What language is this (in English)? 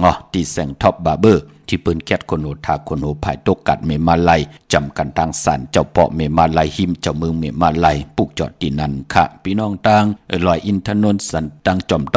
Shan